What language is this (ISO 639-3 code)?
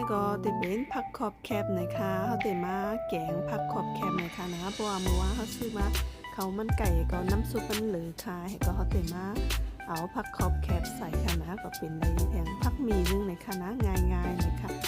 shn